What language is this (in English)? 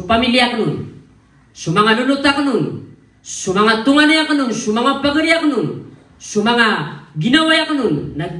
Maranao